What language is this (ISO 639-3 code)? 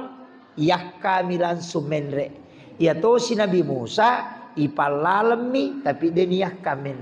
bug